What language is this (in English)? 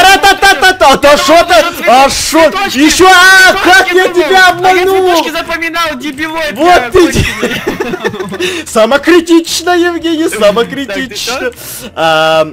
Russian